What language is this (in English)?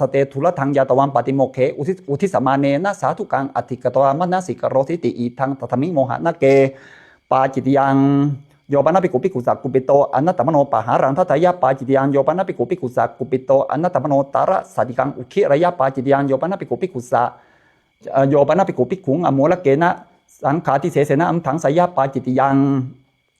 Pali